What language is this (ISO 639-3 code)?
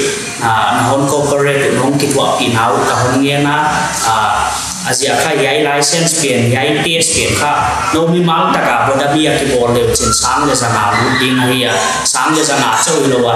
pck